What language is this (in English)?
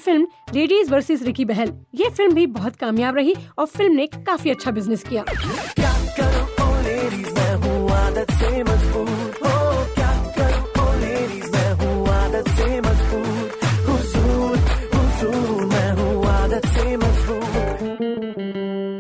Hindi